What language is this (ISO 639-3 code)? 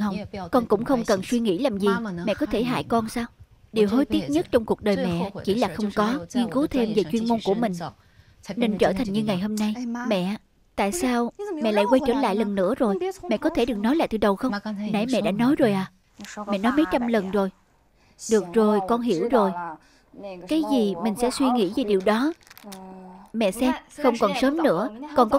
vie